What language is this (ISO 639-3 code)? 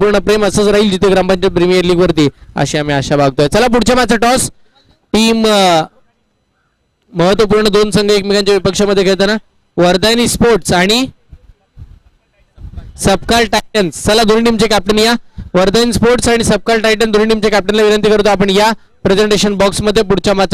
mar